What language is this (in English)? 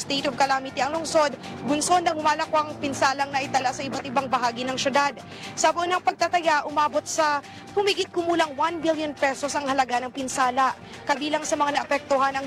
Filipino